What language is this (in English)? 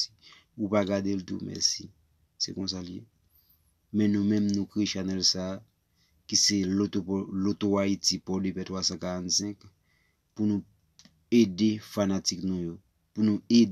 Haitian Creole